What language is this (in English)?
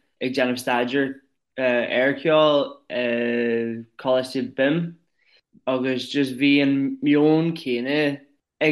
Irish